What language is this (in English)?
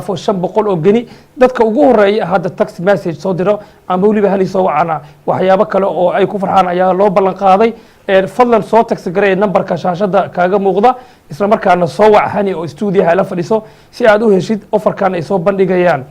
Somali